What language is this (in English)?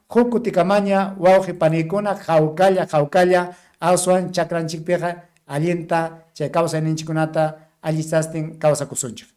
Ayacucho Quechua